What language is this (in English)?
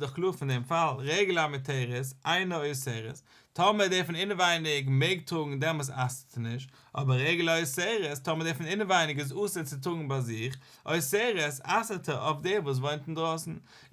Yiddish